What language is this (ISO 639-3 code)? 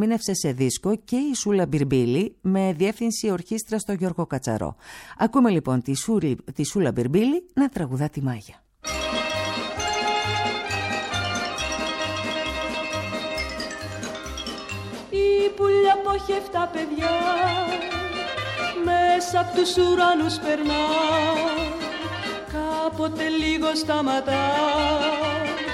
ell